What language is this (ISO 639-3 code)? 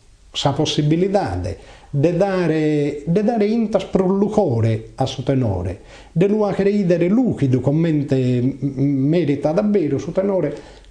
srd